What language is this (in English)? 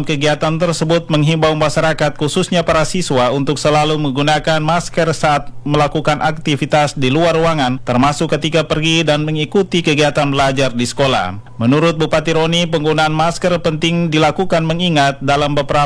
Indonesian